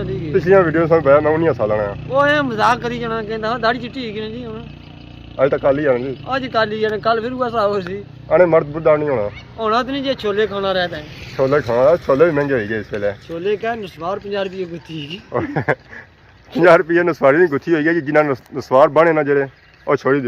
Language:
Pahari-Potwari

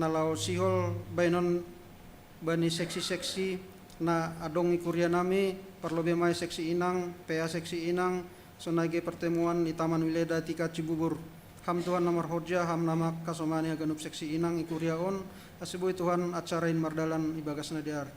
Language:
Batak Simalungun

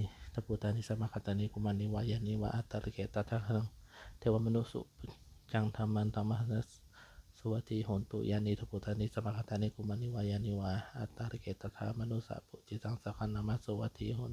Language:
Pali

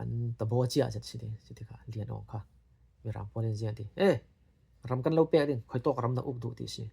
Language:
Falam Chin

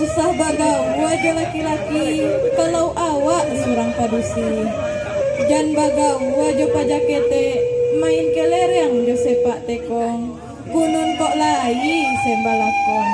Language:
Minangkabau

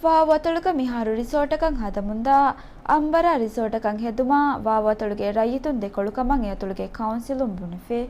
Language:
Divehi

